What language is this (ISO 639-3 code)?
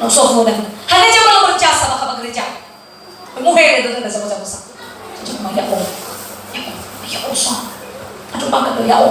nia